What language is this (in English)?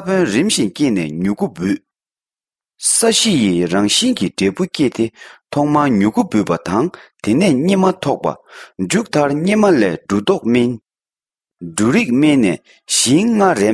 Tibetan